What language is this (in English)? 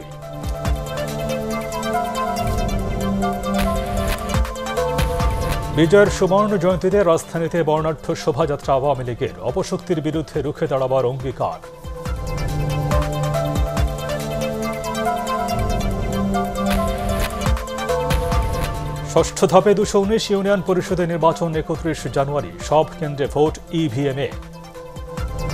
Bangla